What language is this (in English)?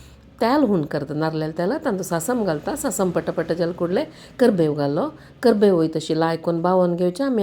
Konkani